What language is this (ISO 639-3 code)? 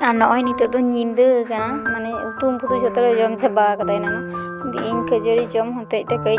sat